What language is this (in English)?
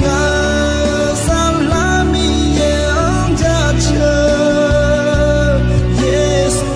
Akha